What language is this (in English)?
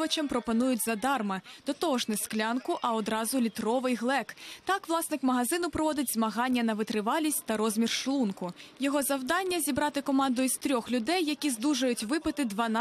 Ukrainian